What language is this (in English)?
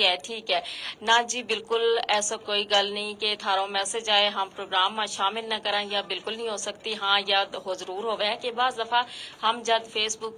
Gujari